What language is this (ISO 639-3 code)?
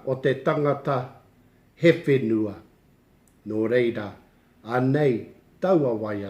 mri